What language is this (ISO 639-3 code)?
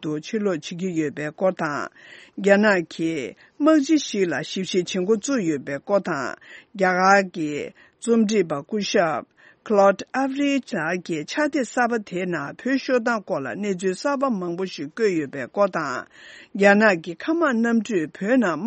bod